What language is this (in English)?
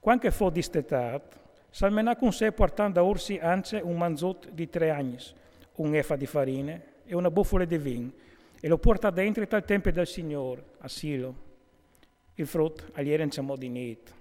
Friulian